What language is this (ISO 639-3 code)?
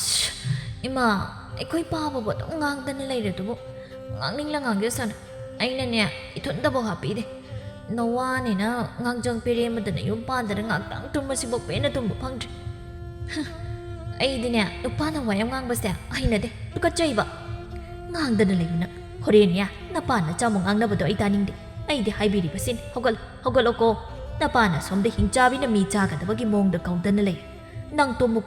mni